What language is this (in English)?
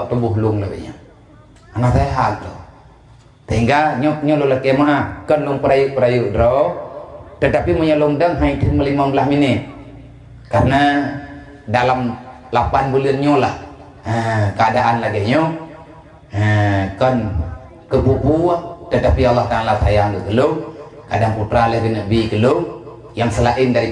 Achinese